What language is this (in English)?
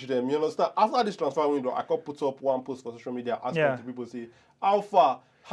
Nigerian Pidgin